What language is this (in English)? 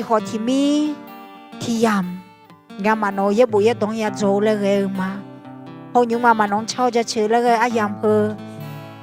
Akha